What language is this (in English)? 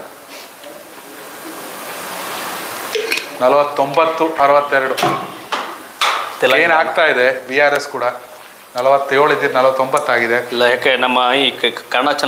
Kannada